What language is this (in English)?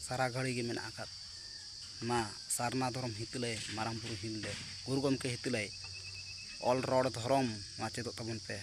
Santali